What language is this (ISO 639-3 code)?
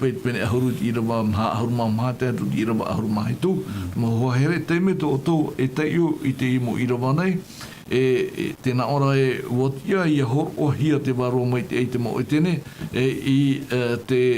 tah